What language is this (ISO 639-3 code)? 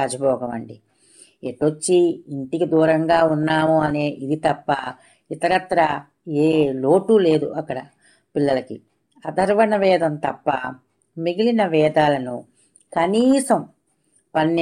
tel